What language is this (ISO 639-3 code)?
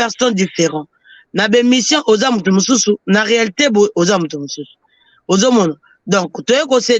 lin